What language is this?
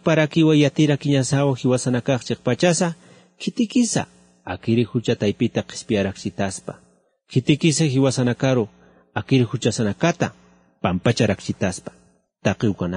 Aymara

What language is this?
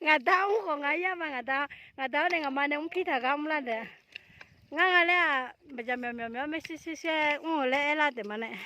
Akha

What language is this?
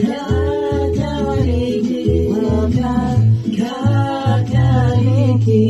Māori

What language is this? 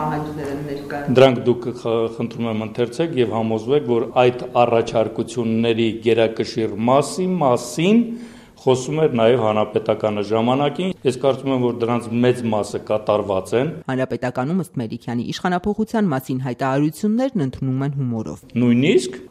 Armenian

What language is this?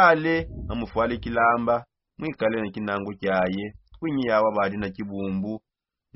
Songe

